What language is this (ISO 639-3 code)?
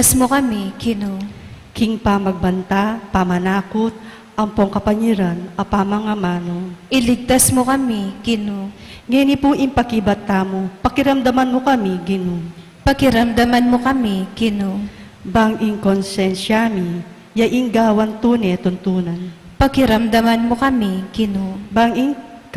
pam